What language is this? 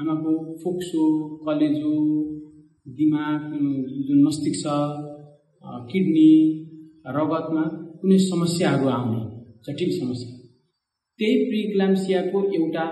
Nepali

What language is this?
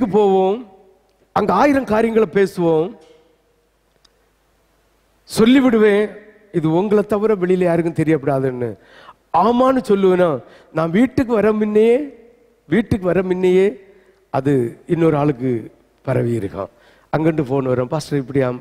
Tamil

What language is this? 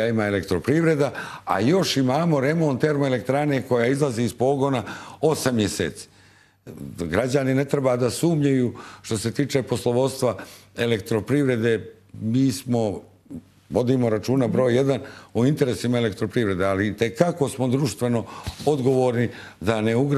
Serbian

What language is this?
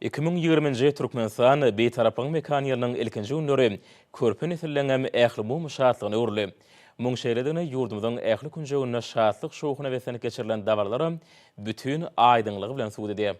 Turkmen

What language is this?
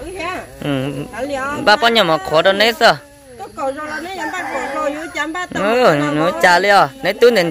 Vietnamese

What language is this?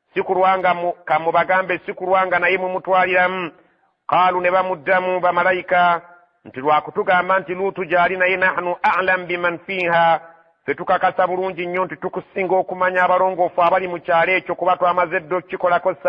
Ganda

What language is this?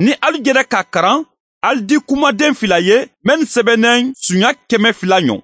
Mandingo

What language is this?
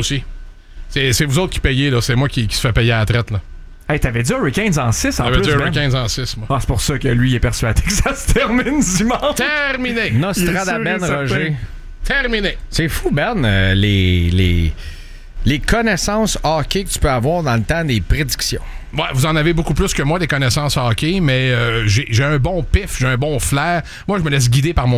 French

